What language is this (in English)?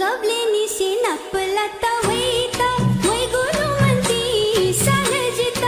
Newari